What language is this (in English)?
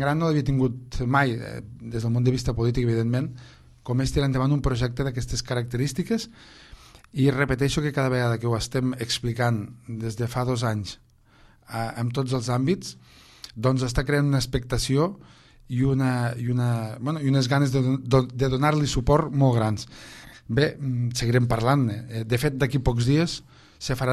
Catalan